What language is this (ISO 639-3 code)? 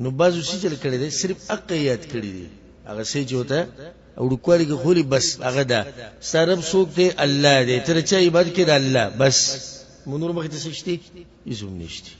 pus